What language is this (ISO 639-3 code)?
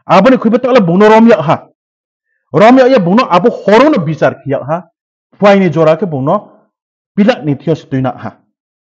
ria